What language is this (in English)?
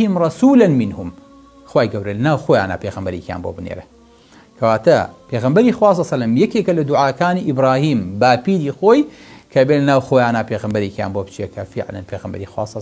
Central Kurdish